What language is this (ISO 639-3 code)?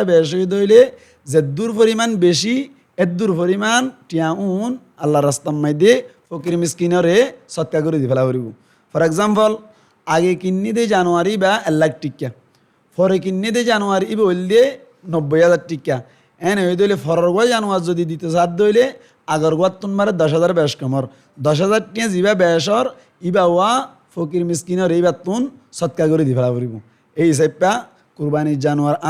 rhg